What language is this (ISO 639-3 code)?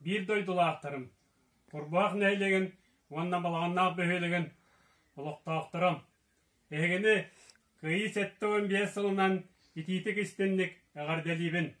sah